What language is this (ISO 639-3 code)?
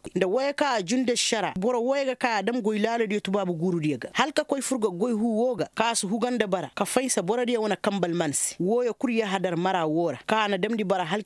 ses